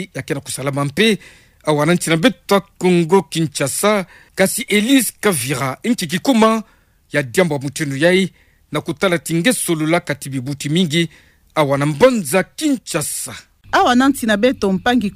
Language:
Kituba (Democratic Republic of Congo)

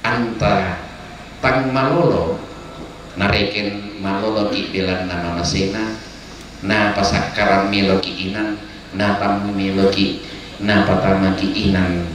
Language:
Toraja-Sa'dan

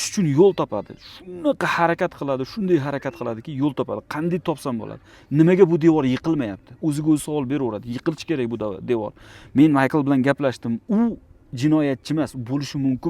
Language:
Uzbek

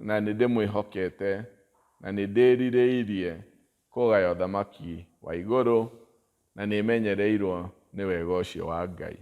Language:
Kikuyu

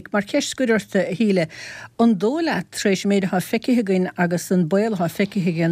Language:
Irish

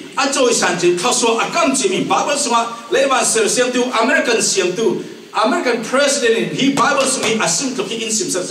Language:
Falam Chin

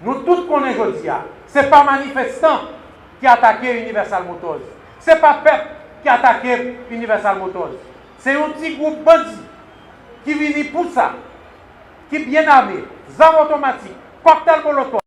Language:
Haitian Creole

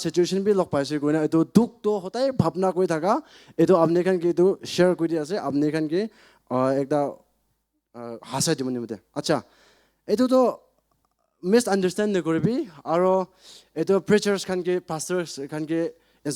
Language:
Naga Pidgin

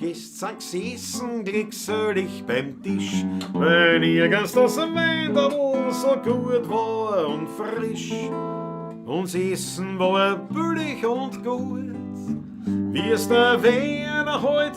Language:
Bavarian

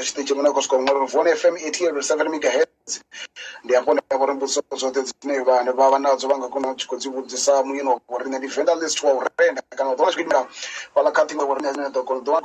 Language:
Venda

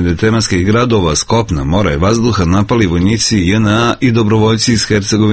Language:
Serbian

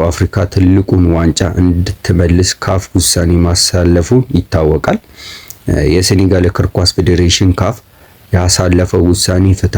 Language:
Amharic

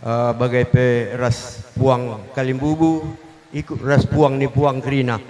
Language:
Batak Karo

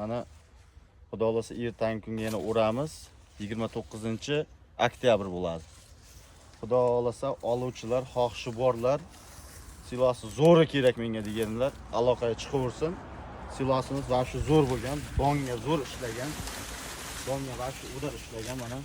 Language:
Uzbek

